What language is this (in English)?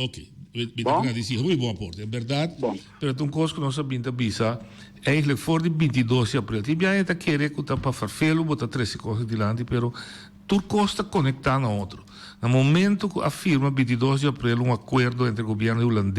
Papiamento